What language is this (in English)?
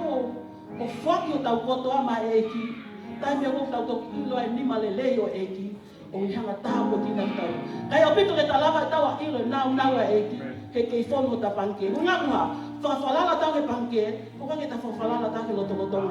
Tongan